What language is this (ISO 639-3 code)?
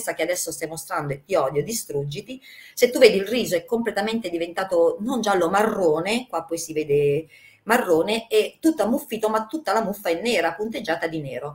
ita